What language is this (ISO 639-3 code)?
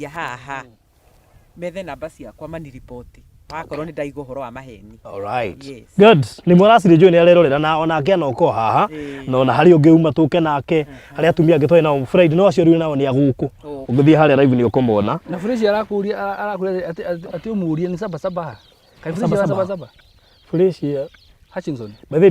kik